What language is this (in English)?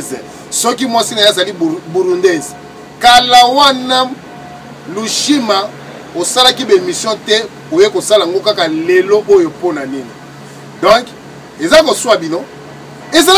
Lingala